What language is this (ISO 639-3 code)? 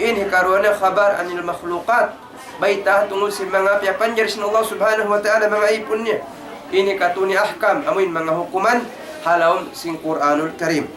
tsg